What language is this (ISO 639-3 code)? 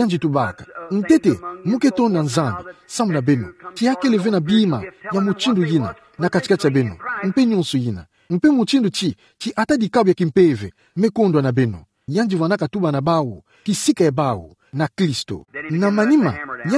ktu